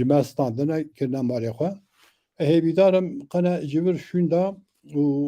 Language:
Kurdish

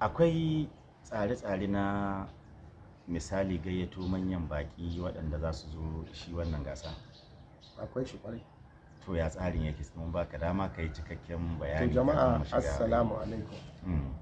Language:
Hausa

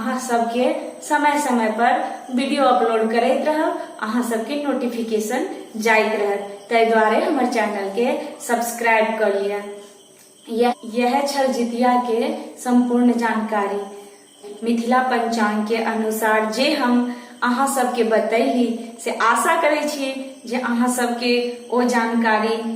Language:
Maithili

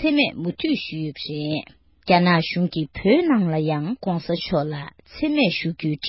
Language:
Tibetan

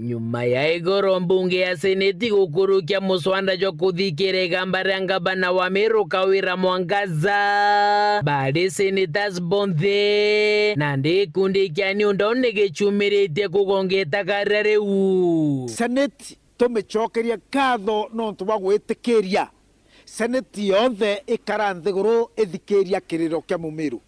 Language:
Meru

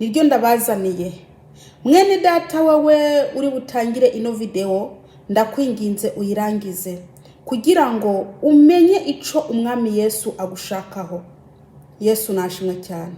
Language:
Kinyarwanda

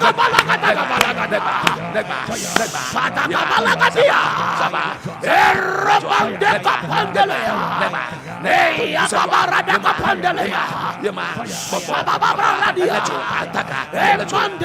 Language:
Ewe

